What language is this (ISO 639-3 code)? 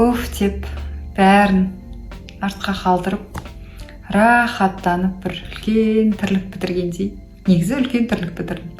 kaz